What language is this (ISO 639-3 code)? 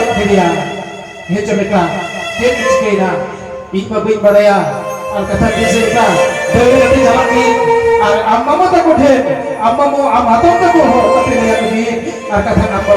sat